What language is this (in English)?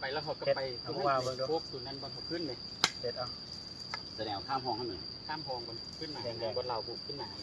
Lao